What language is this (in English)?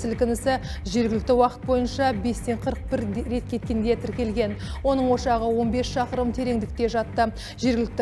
Kazakh